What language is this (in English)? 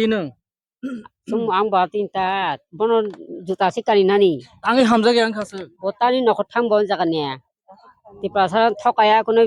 Kok Borok